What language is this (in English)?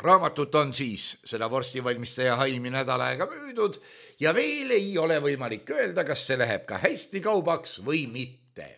Estonian